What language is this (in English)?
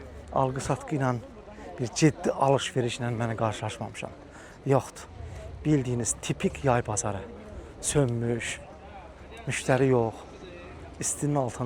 Azerbaijani